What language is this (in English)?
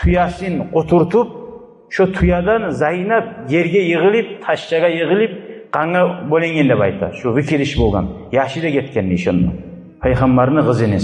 Kumyk